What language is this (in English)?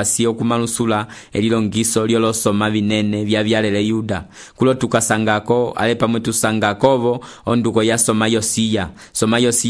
Umbundu